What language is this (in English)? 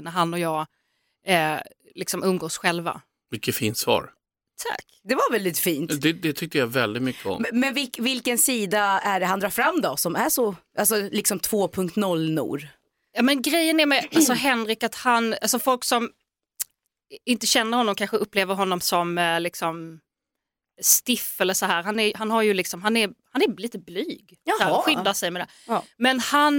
Swedish